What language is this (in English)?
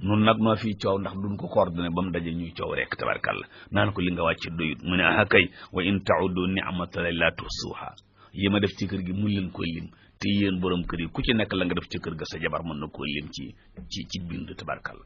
Wolof